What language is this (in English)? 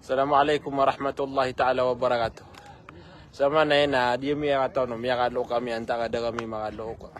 Maranao